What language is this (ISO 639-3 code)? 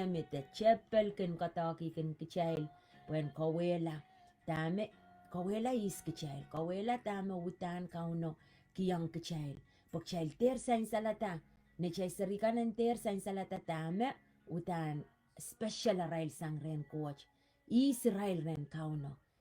pon